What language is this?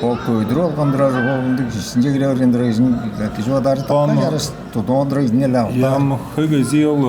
Tuvinian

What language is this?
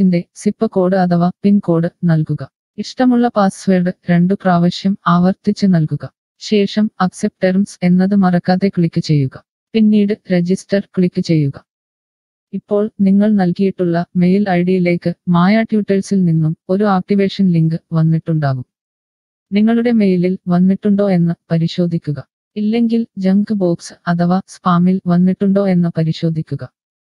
Malayalam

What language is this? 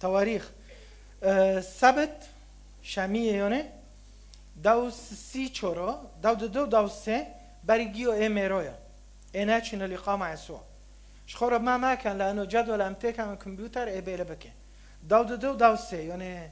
Kurdish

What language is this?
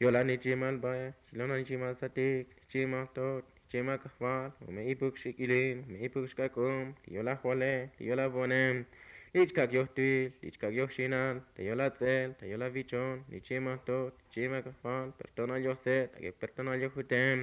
Tzotzil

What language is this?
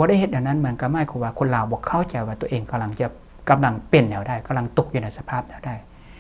Lao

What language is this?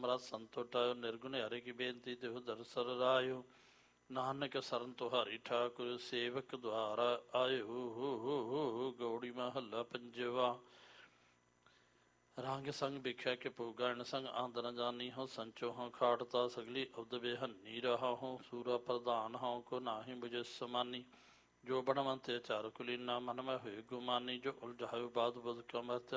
Punjabi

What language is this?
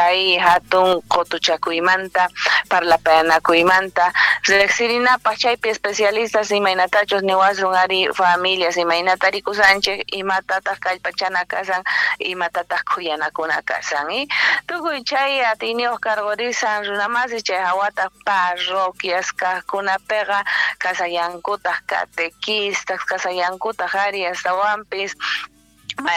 South Bolivian Quechua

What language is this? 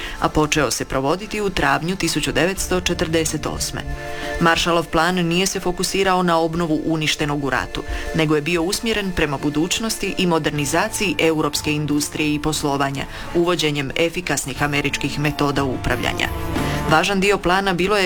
Croatian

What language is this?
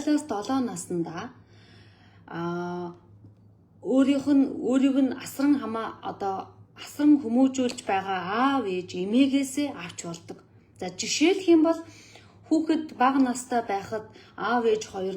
Mongolian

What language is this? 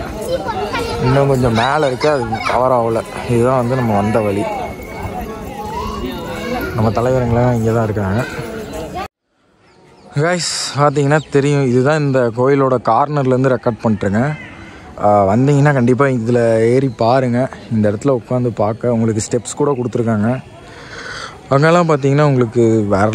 Tamil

